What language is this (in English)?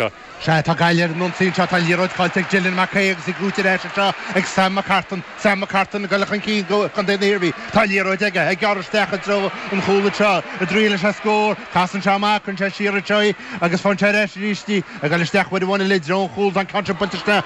Irish